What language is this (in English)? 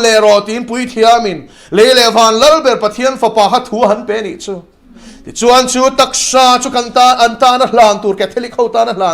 Mizo